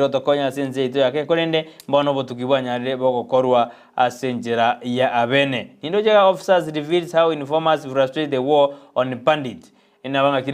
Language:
Gusii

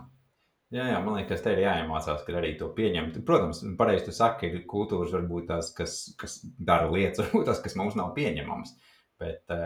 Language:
Latvian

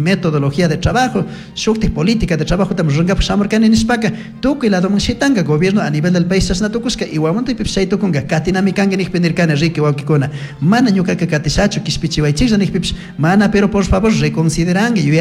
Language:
Chimborazo Highland Quichua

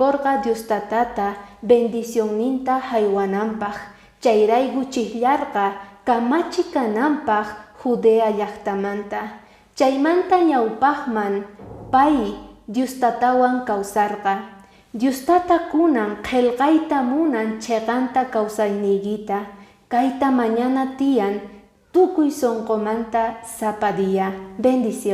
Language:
Quechua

